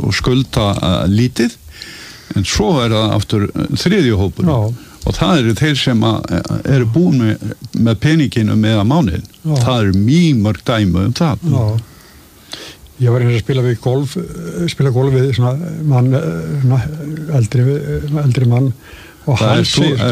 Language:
Icelandic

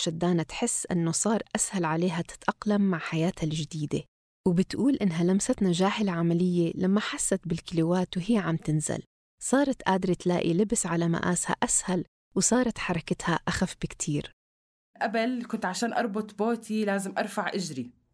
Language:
North Levantine Arabic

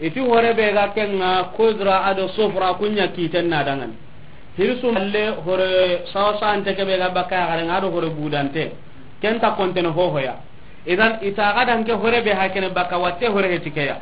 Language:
Soninke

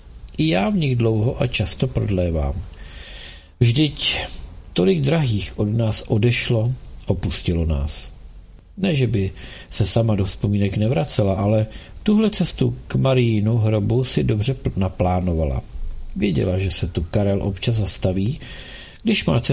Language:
Czech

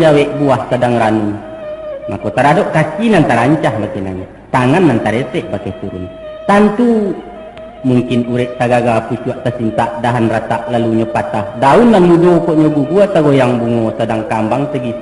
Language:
Minangkabau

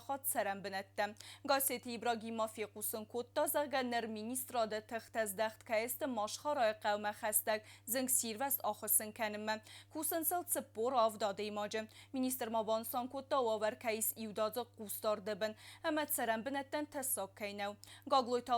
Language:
Ossetic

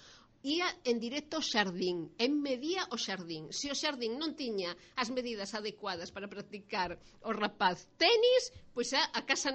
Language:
Galician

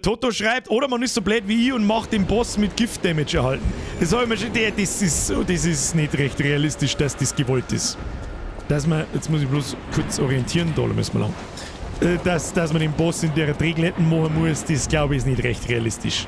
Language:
Bavarian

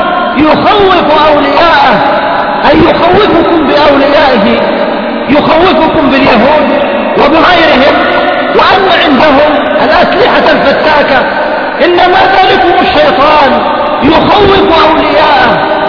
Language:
Arabic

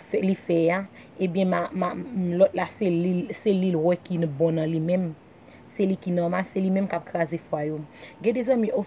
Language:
Haitian Creole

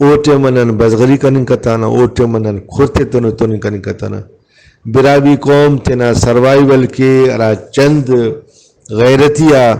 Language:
Brahui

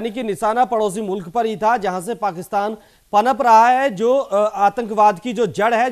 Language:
Hindi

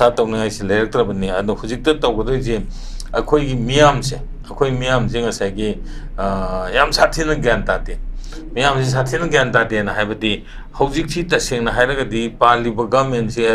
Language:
Manipuri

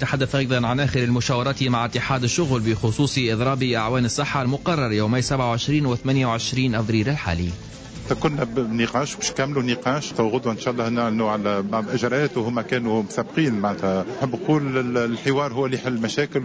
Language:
Tunisian Arabic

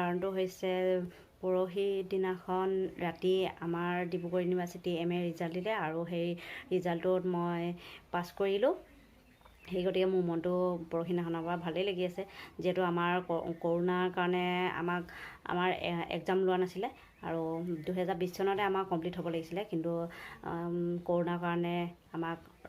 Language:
Assamese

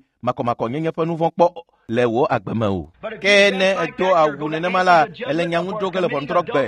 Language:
Ewe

